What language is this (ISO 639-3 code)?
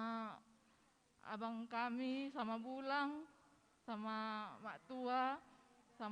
btx